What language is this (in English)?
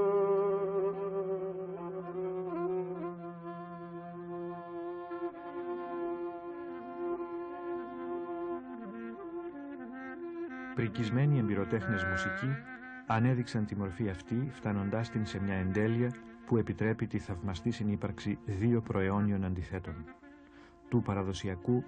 Greek